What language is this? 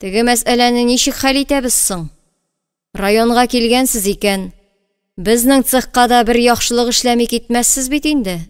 Tatar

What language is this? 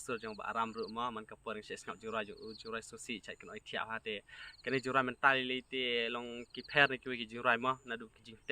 Khasi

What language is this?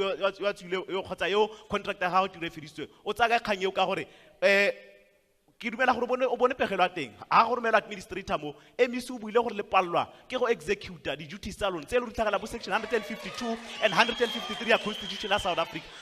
Tswana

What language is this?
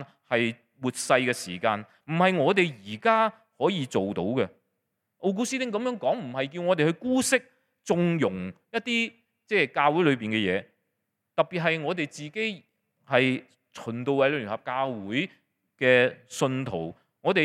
Cantonese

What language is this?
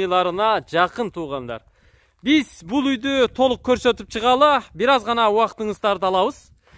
Kyrgyz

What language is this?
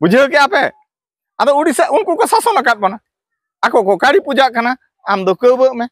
Santali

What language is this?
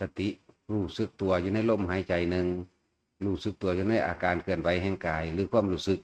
Northeastern Thai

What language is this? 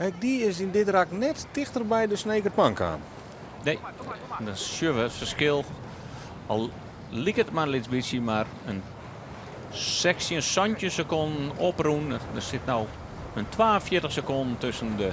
Western Frisian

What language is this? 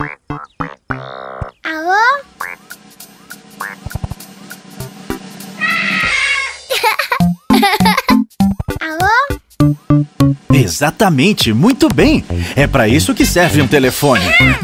Portuguese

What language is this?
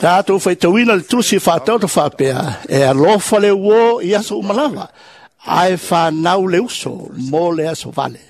Samoan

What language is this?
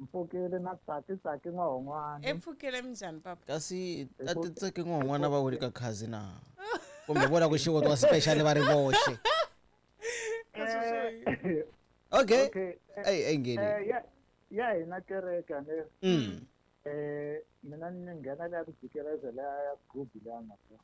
Tsonga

